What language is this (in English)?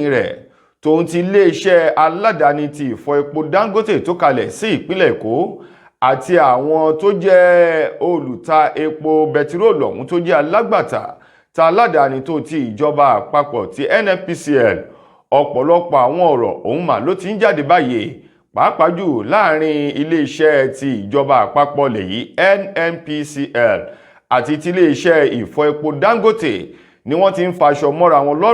Yoruba